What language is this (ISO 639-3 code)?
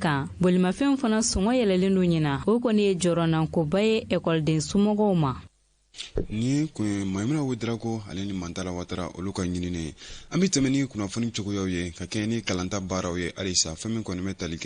bam